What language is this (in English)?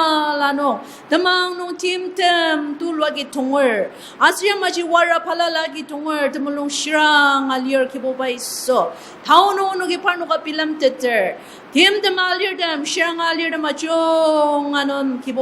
Ao Naga